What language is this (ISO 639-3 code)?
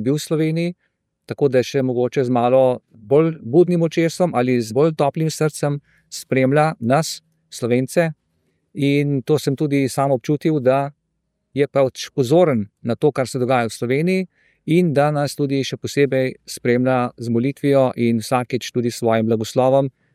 slv